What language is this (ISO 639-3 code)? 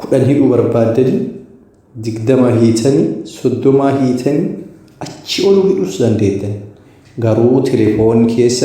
orm